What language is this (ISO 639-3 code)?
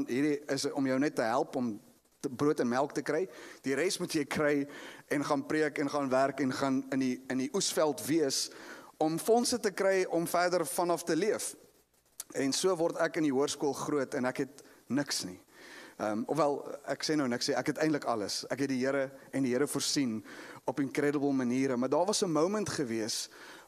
afr